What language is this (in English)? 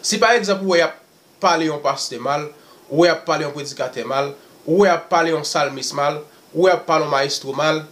Haitian Creole